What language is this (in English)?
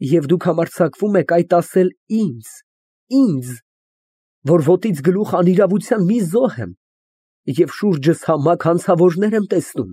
Armenian